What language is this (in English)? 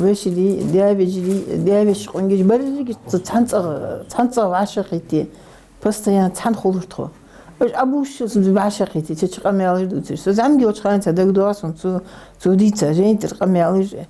Ingush